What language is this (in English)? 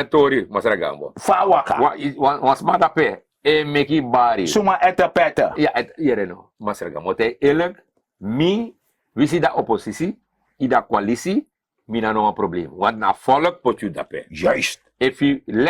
Sranan Tongo